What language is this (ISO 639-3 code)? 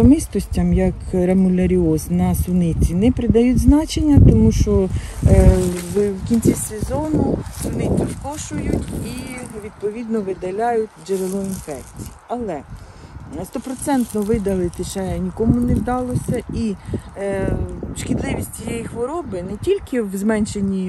ukr